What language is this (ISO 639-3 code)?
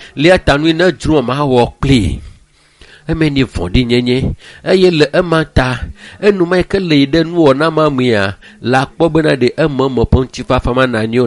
ewe